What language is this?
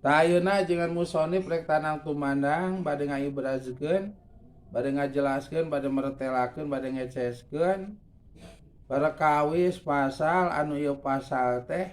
Sundanese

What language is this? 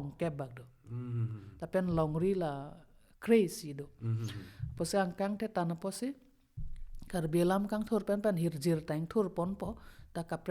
Karbi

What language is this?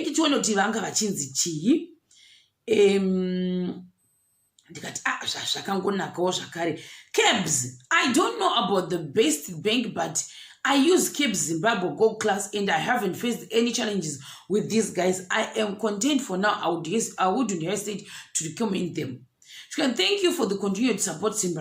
Shona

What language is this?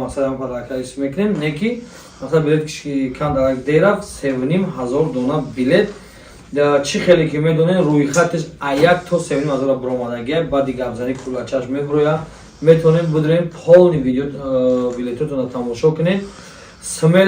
Tajik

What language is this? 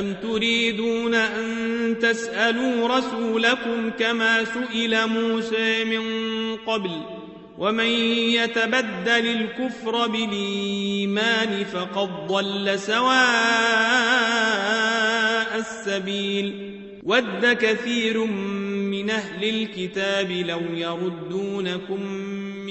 Arabic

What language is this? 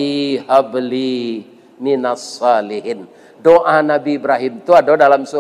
Minangkabau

